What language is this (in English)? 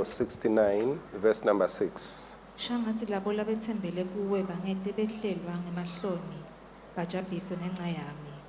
Swati